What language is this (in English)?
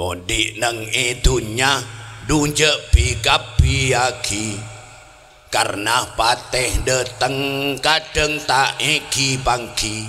Madurese